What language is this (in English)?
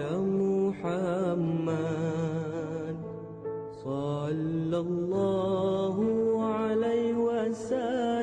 Malay